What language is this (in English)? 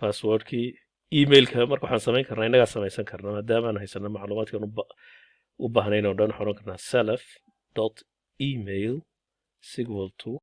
Somali